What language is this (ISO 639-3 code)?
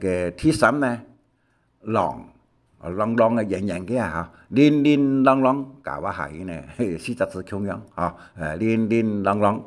hak